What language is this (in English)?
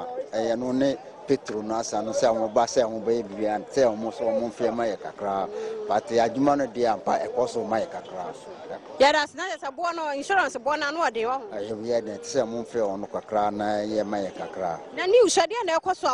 Akan